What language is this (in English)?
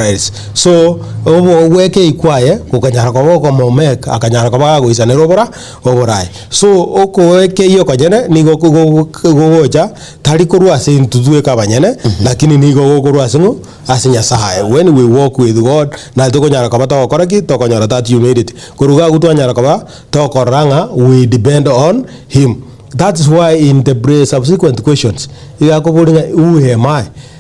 Gusii